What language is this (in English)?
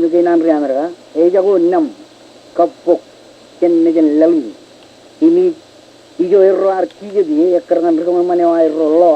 Marshallese